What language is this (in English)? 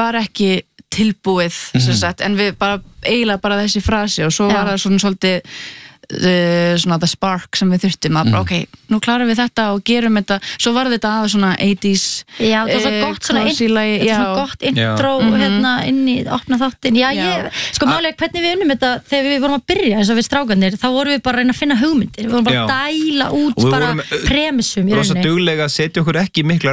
Icelandic